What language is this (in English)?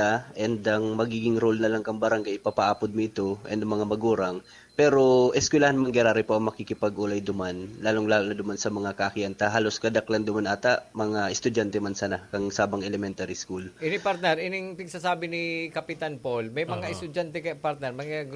Bikol